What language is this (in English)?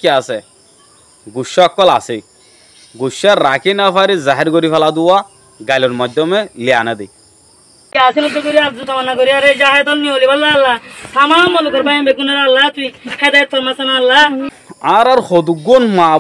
Rohingya